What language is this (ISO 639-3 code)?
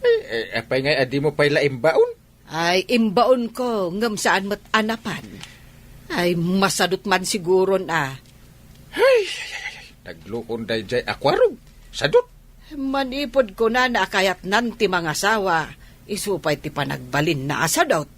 ilo